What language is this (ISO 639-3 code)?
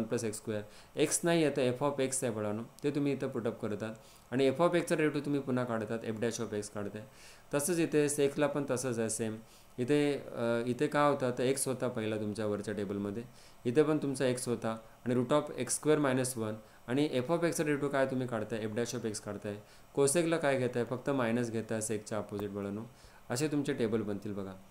mar